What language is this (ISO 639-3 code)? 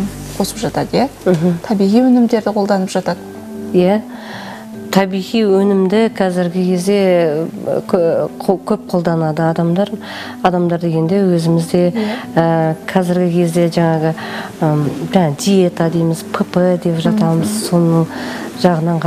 kaz